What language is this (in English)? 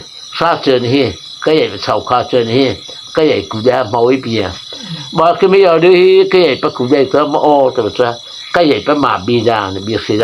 Mara Chin